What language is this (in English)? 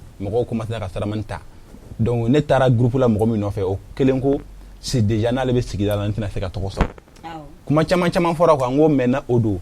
Bambara